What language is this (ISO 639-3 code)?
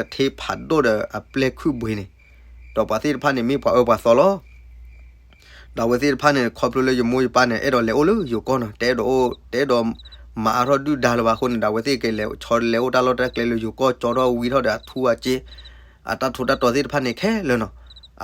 ksw